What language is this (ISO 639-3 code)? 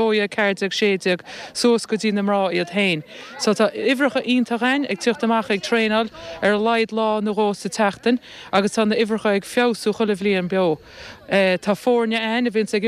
gle